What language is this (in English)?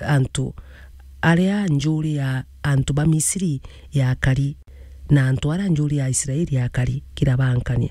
Meru